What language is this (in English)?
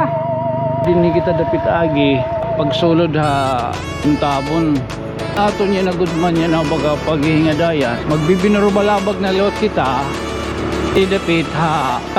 Waray